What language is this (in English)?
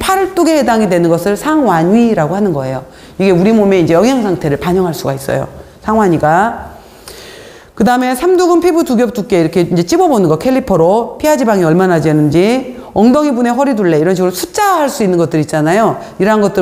Korean